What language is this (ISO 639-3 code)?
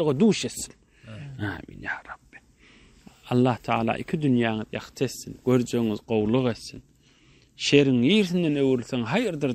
tuk